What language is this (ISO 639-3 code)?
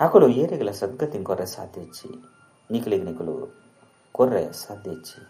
tcy